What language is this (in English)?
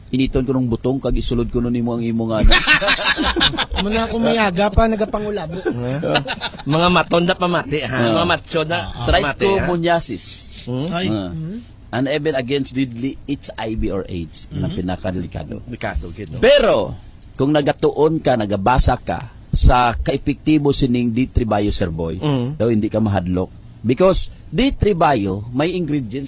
Hiligaynon